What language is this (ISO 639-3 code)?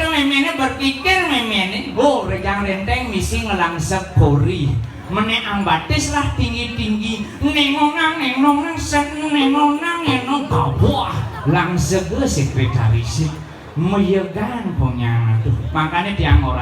ban